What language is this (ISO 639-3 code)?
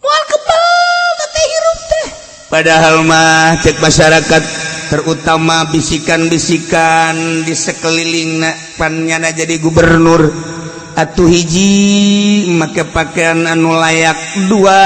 sun